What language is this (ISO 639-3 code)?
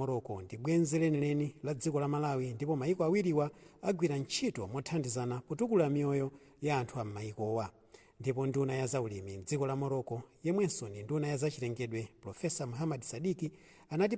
nya